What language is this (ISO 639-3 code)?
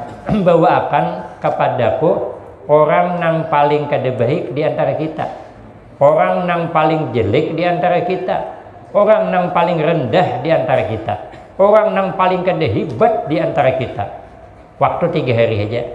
bjn